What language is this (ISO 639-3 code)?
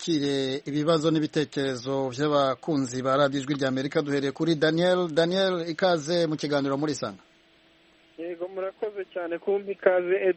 kin